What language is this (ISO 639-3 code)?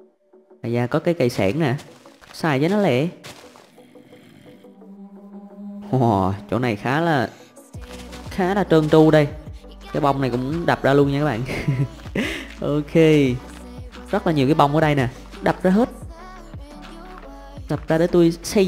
vie